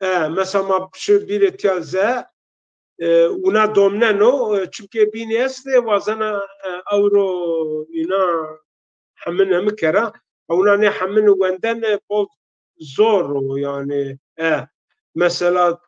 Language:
Zaza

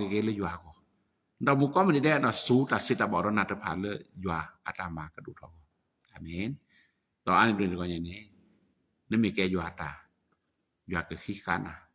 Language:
S'gaw Karen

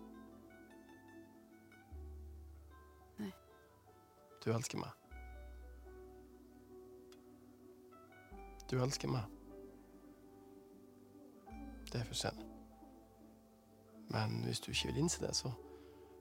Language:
Norwegian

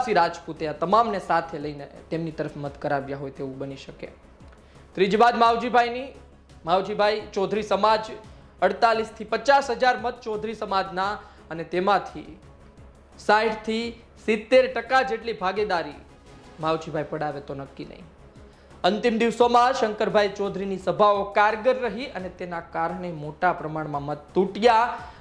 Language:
Gujarati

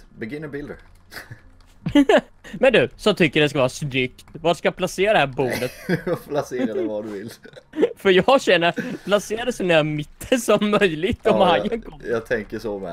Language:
Swedish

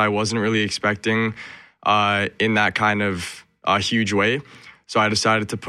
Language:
English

